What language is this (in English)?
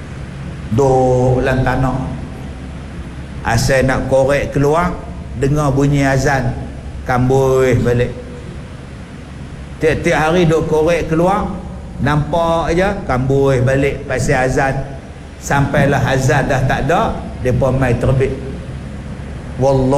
Malay